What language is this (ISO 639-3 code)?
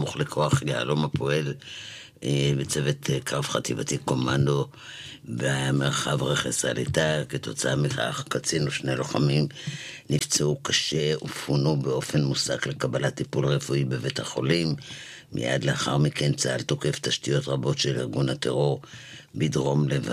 heb